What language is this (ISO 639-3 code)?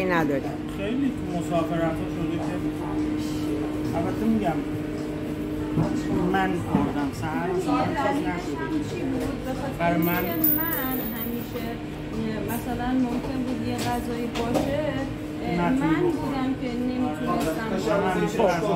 fas